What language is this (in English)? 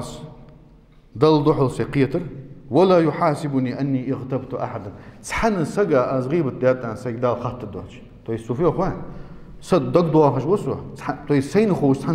Ingush